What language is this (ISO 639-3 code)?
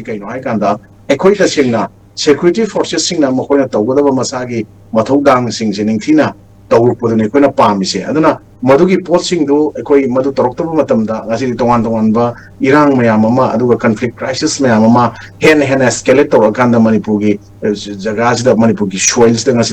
mni